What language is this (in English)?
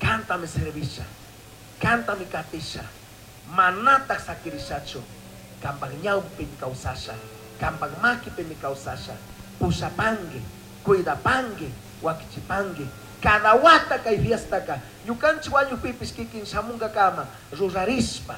Chimborazo Highland Quichua